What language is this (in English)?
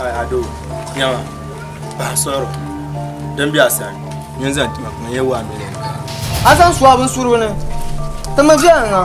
Dagbani